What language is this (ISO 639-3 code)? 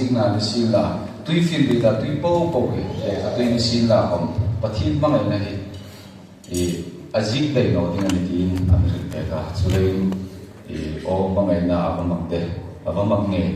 hmr